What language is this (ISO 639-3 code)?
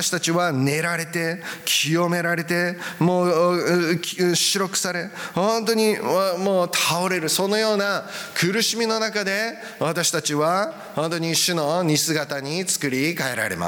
jpn